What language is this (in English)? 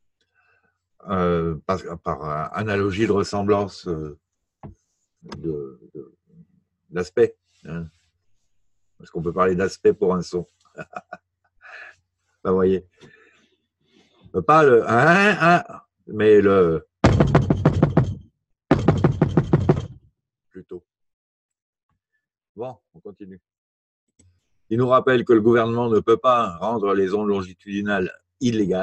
French